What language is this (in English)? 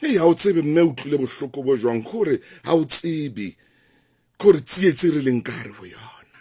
Southern Sotho